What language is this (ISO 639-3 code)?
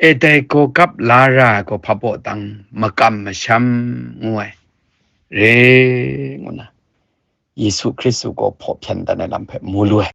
kac